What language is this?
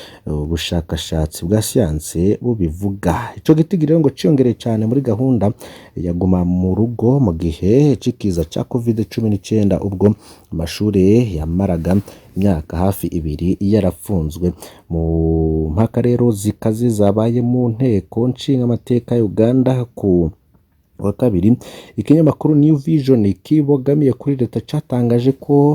Rundi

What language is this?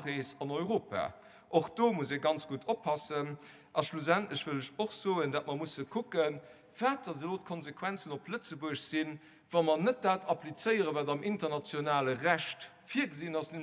Luxembourgish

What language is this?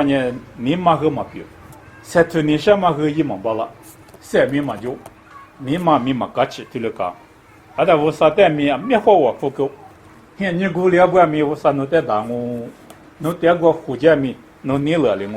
Lisu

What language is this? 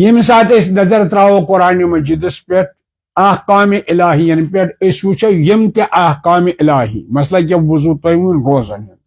Kashmiri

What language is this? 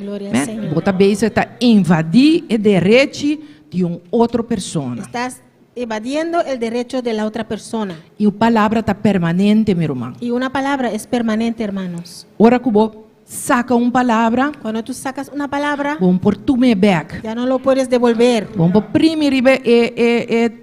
Papiamento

